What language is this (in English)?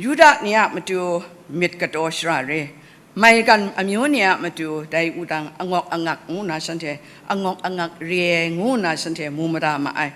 Kachin